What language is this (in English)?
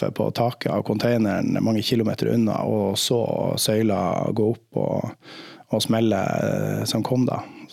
Norwegian